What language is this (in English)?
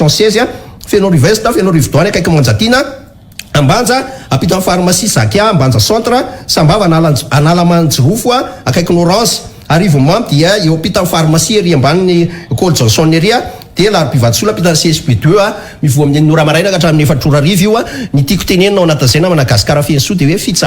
Malagasy